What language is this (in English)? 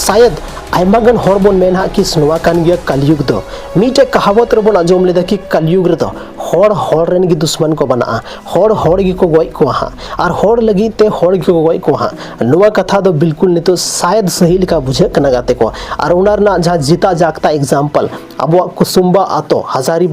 Santali